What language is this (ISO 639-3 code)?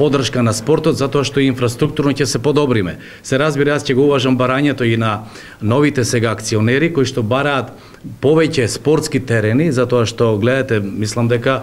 mkd